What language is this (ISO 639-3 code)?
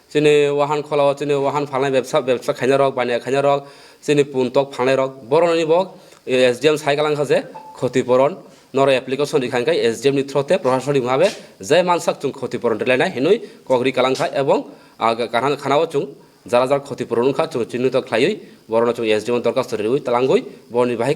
trp